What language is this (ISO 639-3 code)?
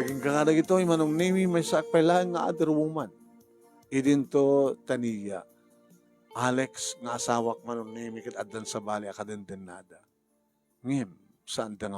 ilo